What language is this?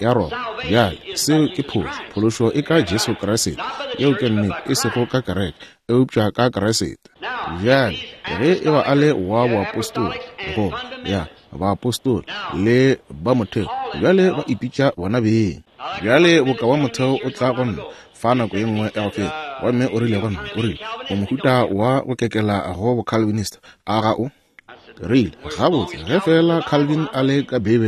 Northern Sotho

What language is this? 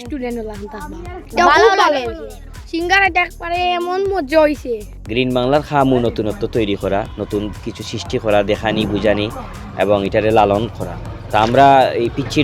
Sylheti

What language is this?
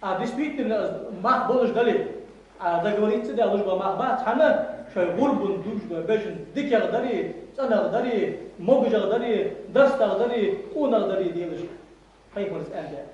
Ingush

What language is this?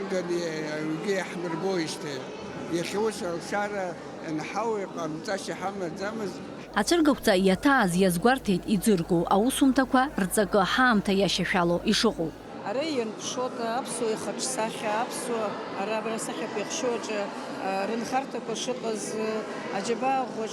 Abkhazian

